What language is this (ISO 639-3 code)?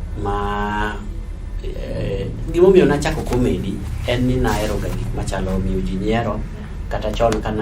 luo